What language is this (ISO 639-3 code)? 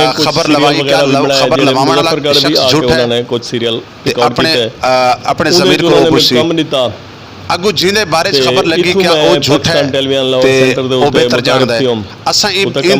lah